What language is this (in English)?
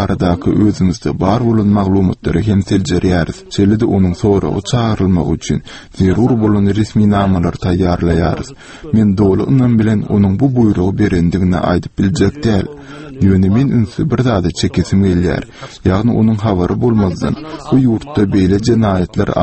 Turkmen